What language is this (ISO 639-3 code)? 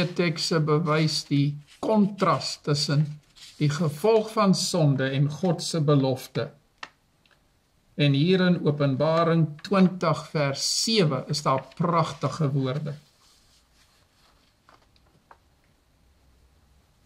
afr